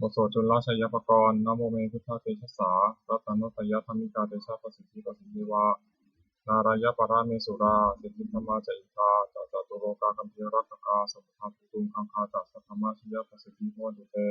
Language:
Pali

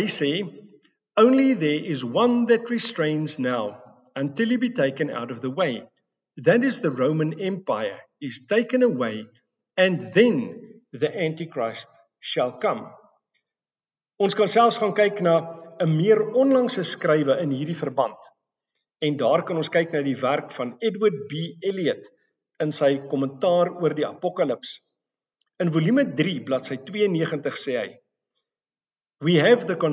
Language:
Afrikaans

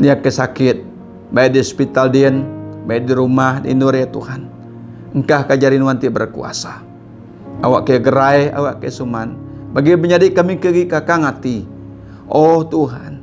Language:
Iban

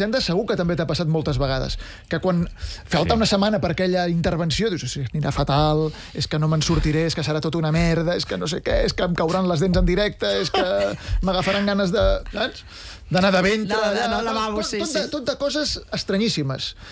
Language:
Catalan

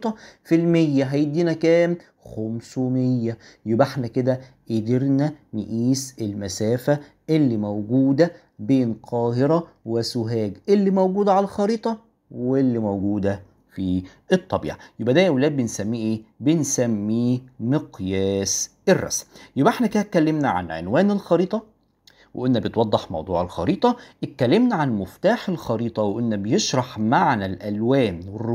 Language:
Egyptian Arabic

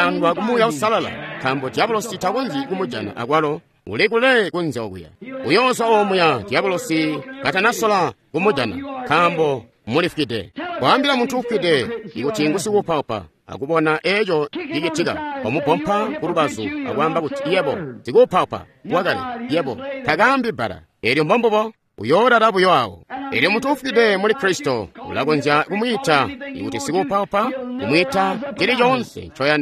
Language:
Tonga (Zambia)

